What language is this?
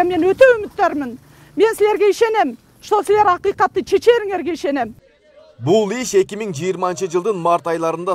Kyrgyz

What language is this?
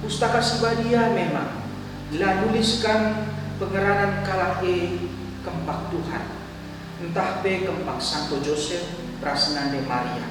Batak Karo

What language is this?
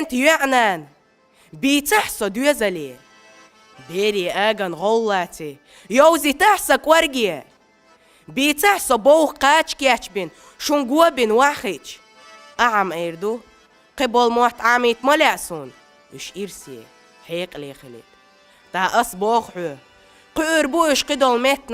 Chechen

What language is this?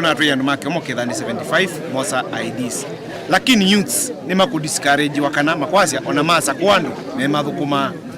Kamba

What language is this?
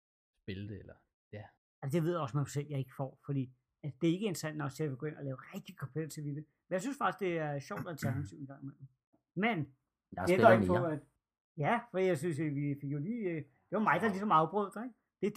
Danish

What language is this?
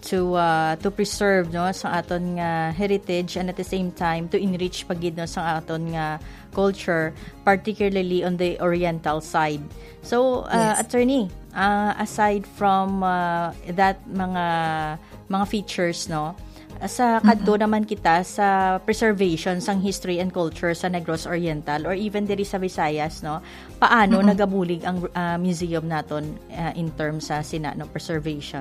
Hiligaynon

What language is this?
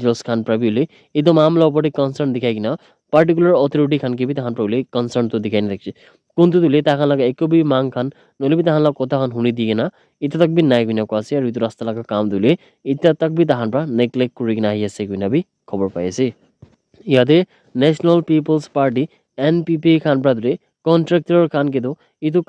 Naga Pidgin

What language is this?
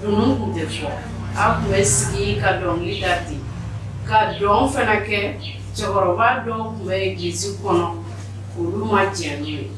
Bambara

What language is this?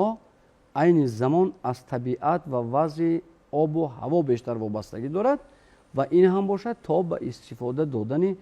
Tajik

